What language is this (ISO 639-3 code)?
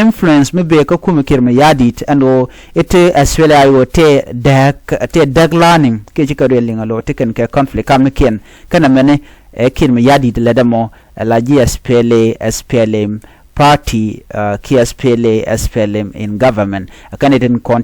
nus